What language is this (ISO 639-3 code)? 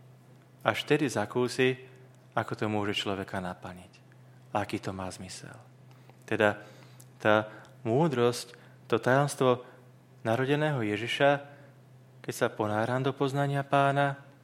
slk